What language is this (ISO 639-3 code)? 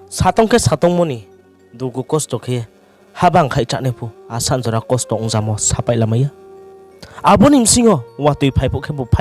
ria